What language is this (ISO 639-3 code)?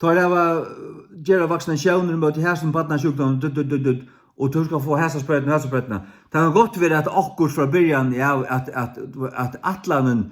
fao